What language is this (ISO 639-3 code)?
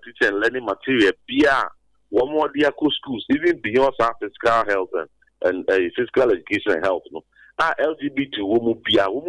aka